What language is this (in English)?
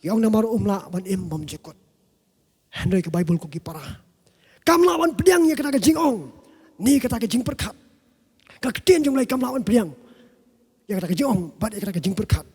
Khasi